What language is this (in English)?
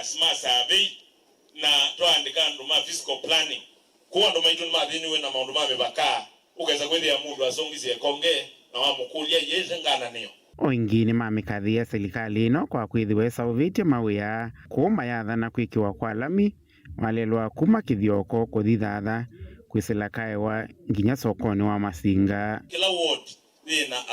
Kamba